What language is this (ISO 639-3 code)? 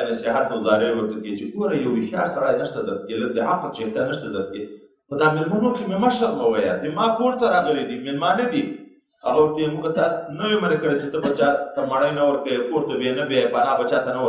pus